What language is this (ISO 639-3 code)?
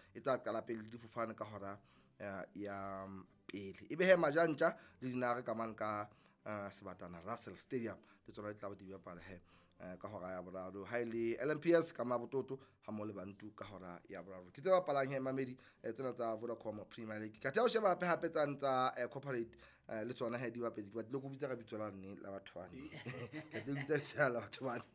sot